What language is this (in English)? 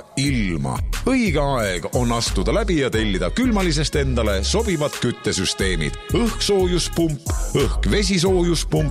Estonian